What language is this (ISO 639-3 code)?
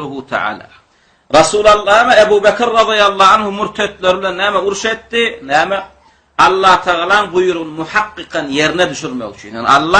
tuk